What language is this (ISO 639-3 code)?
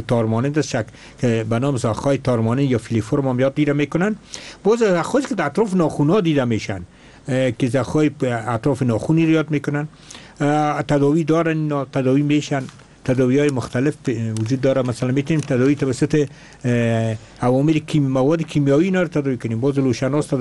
fas